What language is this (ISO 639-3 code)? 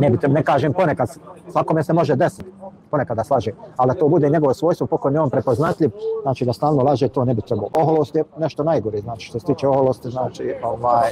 bos